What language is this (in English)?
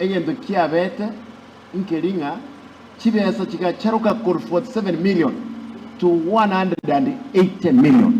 Gusii